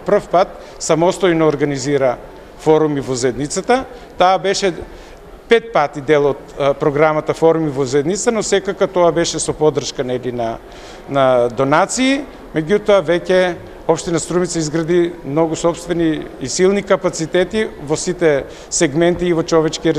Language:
Macedonian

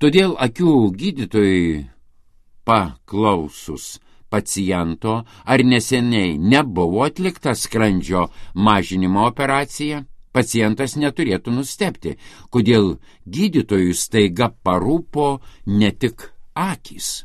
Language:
Lithuanian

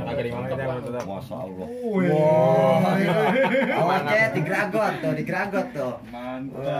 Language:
Betawi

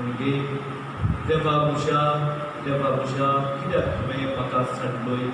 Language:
Konkani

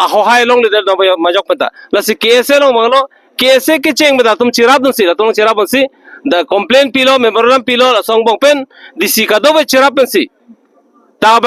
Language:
Karbi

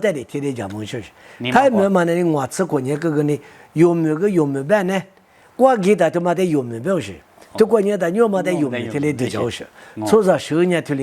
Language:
Lisu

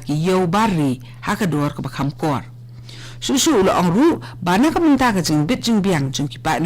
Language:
Khasi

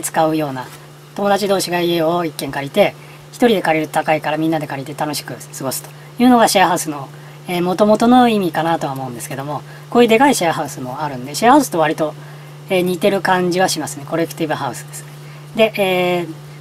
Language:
Japanese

